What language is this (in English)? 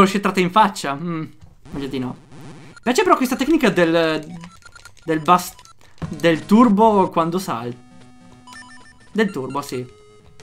Italian